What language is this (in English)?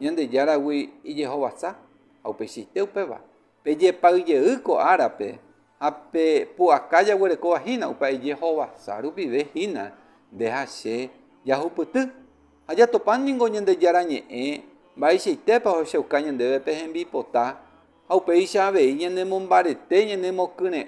Guarani